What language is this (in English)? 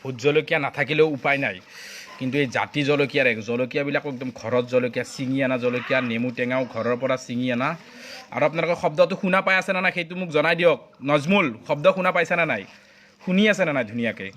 Assamese